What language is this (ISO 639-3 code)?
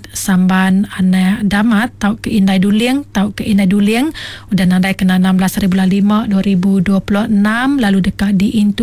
iba